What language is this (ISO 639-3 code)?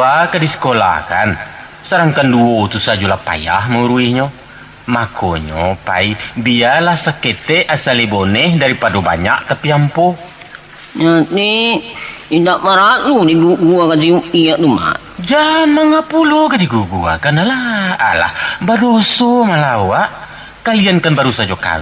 min